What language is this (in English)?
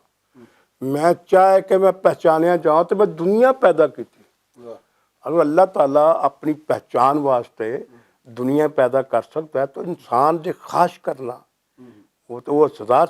Western Panjabi